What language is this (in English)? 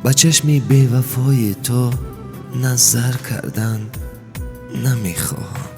Tajik